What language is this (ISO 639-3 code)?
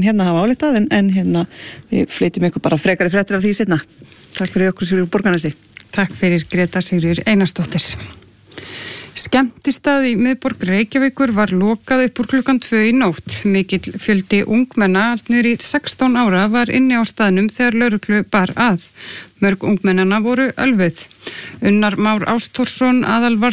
isl